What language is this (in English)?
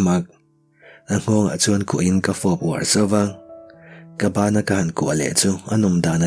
Mizo